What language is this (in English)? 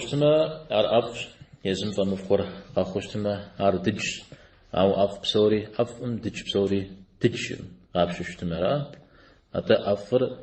Kabardian